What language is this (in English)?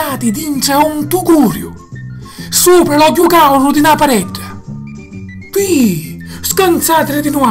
Sicilian